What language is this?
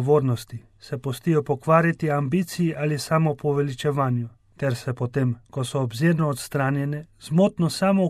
Slovenian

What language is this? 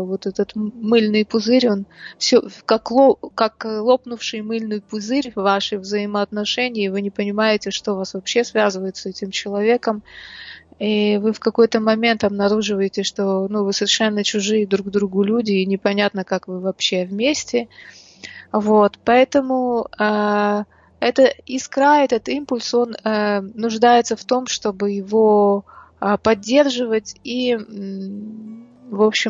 Russian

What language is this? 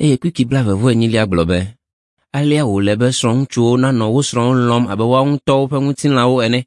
Ewe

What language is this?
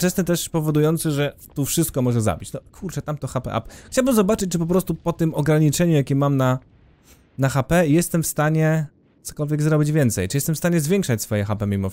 Polish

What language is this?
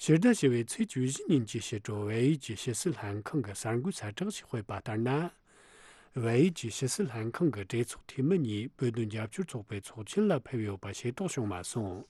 Tibetan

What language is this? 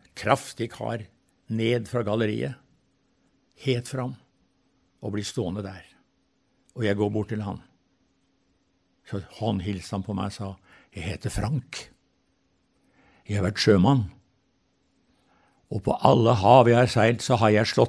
Norwegian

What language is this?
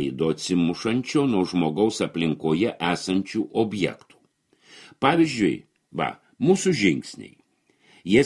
Lithuanian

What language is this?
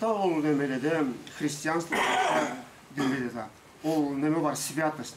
Karachay-Balkar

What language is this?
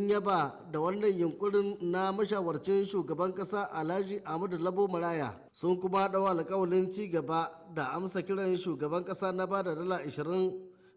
Hausa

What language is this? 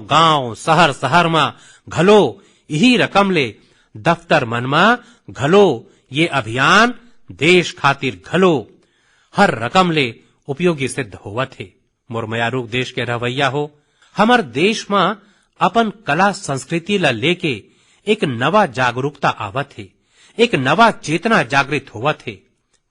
Chhattisgarhi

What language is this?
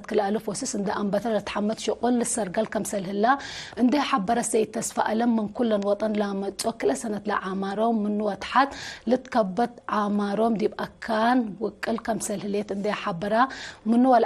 Tigre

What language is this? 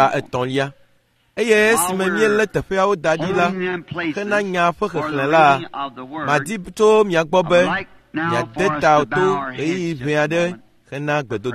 Ewe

